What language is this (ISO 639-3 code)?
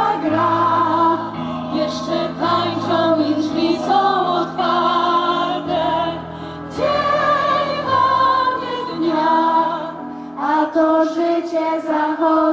pol